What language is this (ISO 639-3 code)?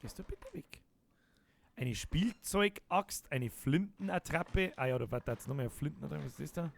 bar